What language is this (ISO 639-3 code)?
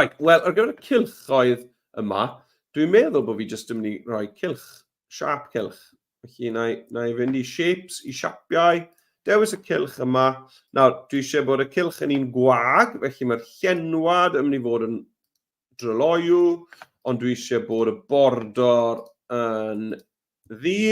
cym